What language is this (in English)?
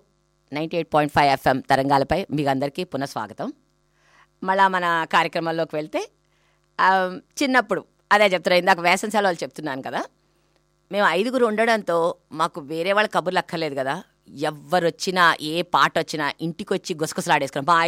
Telugu